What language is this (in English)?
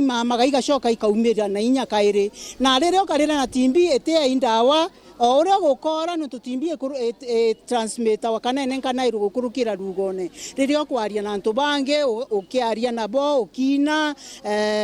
Meru